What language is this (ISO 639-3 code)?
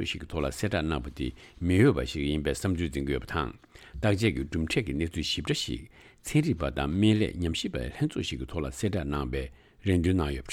bod